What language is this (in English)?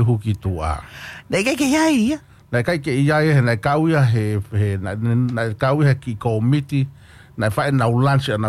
Tongan